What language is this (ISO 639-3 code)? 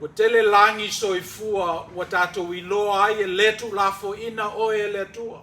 smo